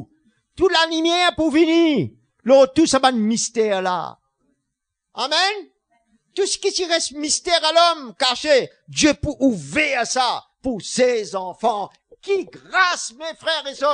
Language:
Morisyen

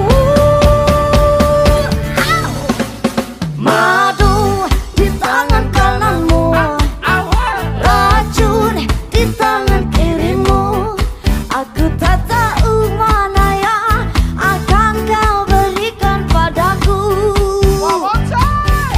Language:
Indonesian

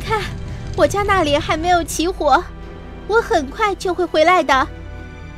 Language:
Chinese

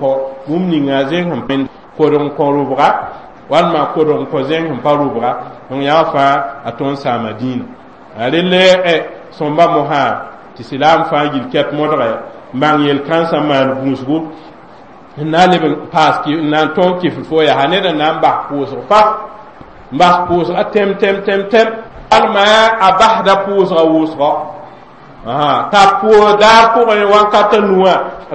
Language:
Mossi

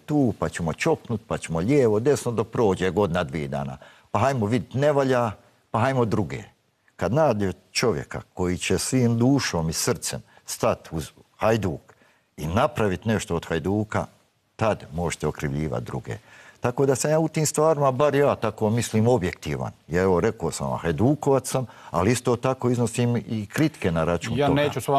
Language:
Bosnian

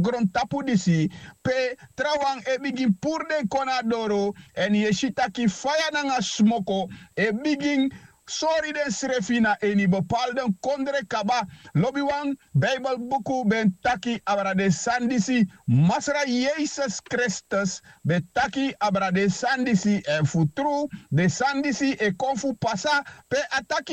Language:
Sranan Tongo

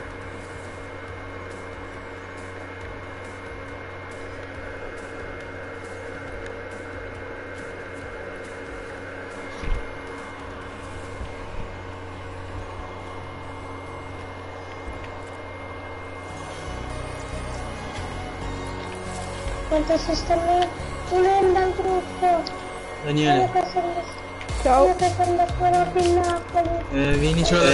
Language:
Italian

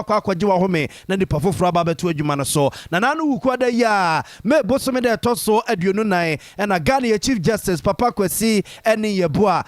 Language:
Akan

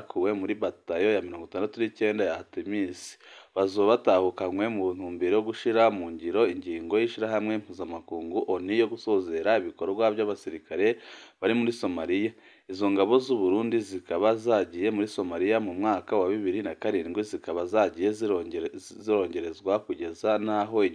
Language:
Rundi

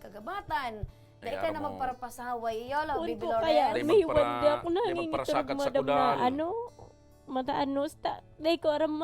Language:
Bikol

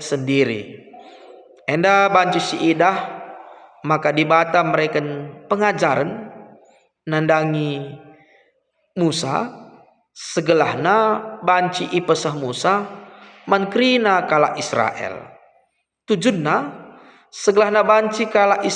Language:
Batak Karo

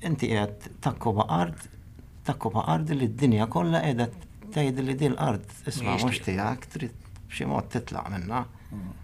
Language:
Maltese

